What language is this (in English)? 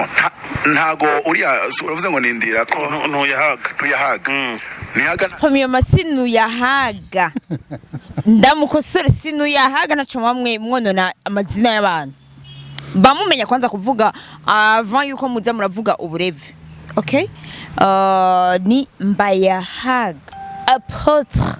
Rundi